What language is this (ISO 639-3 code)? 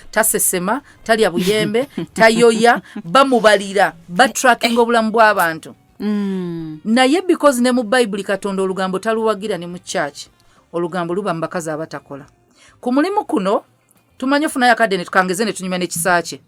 lug